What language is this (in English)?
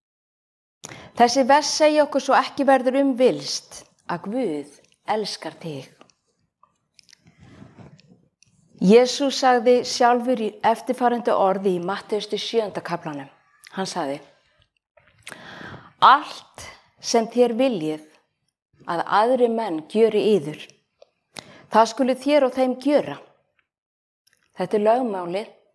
Icelandic